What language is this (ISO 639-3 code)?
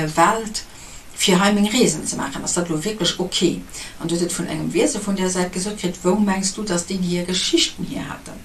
ltz